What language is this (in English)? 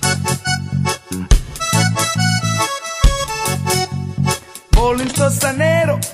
Bosnian